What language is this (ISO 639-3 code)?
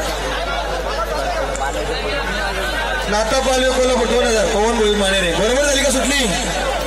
mar